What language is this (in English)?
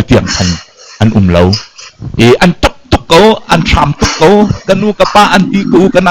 Hakha Chin